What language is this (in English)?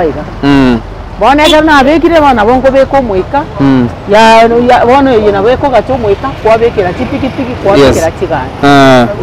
Gusii